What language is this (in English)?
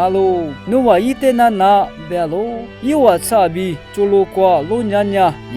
Lisu